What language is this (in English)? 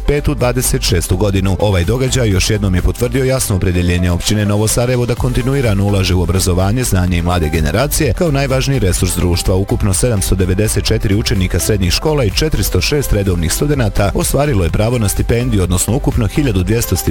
Bosnian